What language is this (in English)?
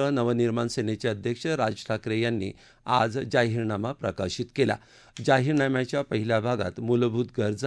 Marathi